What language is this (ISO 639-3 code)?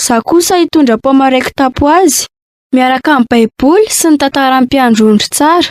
mlg